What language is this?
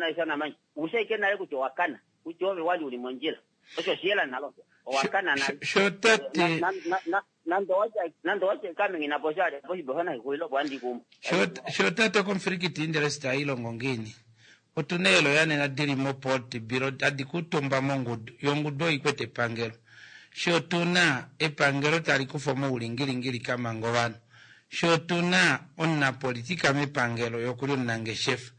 Kuanyama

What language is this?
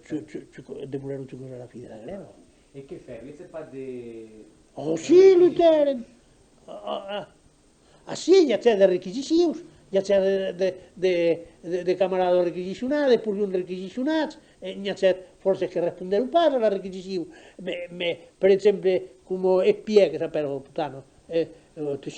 Occitan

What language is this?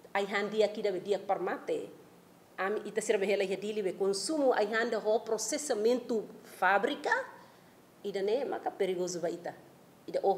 Tetum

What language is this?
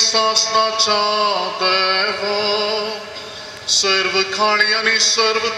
Konkani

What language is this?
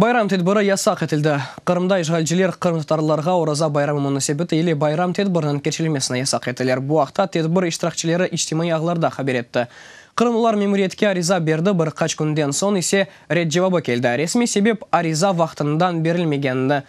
Crimean Tatar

